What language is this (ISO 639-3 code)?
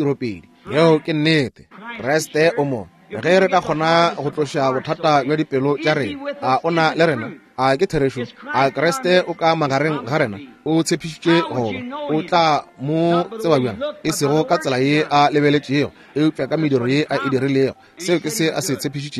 nso